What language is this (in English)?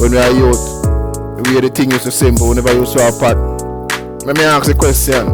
Jamaican Creole English